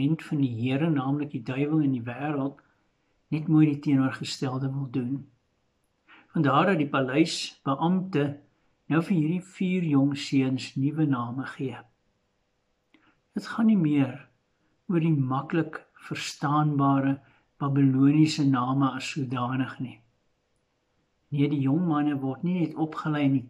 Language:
Afrikaans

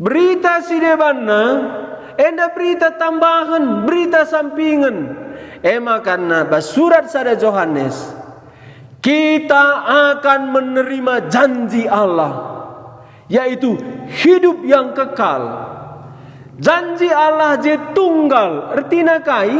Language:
Batak Karo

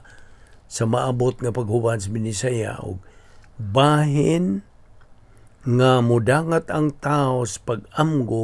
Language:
Cebuano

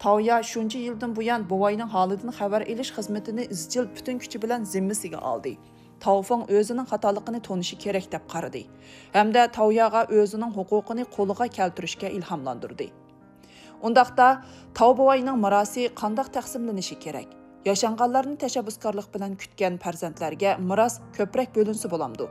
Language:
Uyghur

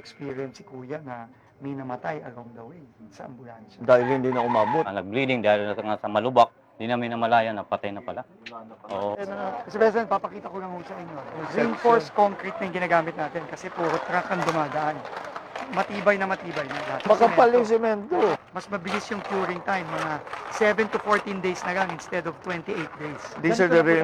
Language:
Filipino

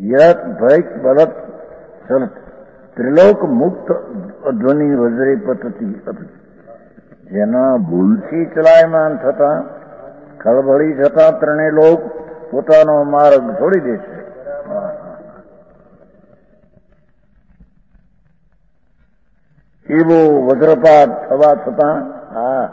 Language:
Gujarati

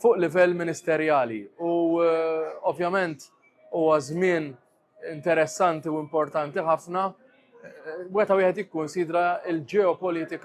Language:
Maltese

